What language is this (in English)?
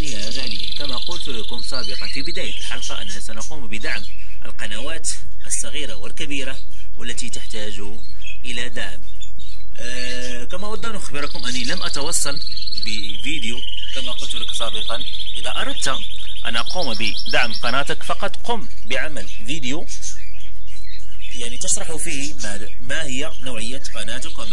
Arabic